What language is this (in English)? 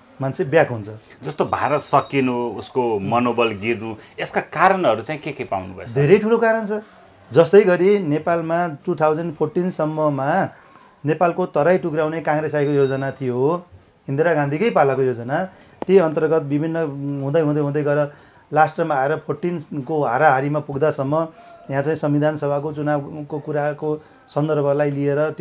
Nepali